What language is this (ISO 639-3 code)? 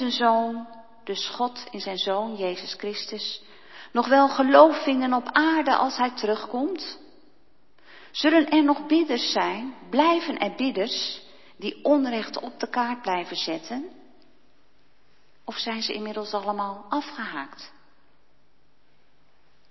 nld